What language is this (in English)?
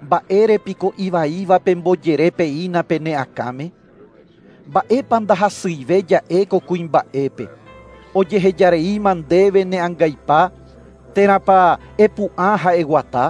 Guarani